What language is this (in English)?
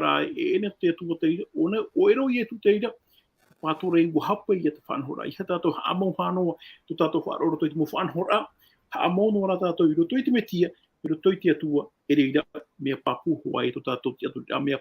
Tahitian